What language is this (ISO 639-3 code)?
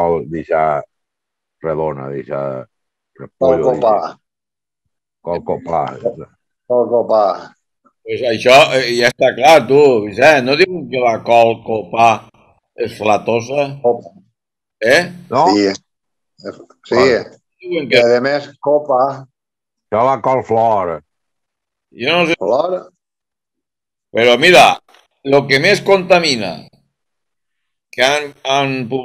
cat